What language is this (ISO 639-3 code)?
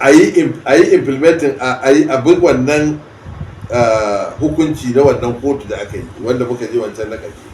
hau